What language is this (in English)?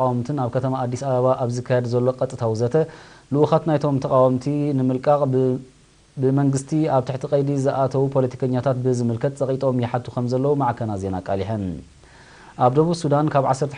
Tigrinya